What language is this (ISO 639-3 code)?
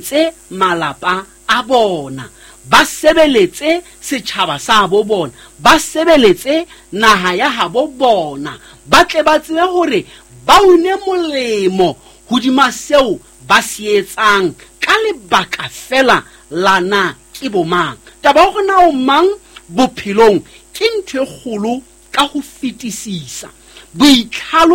sot